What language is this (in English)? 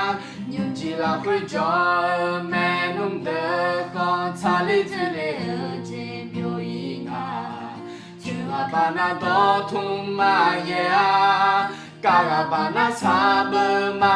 Akha